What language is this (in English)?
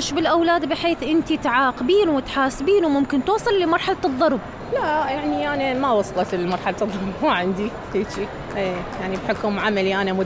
Mesopotamian Arabic